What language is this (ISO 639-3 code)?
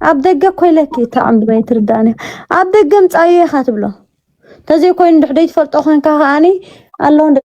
tir